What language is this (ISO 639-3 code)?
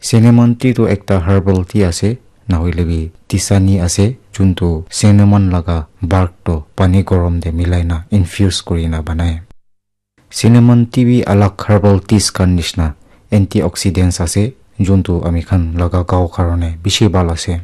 nag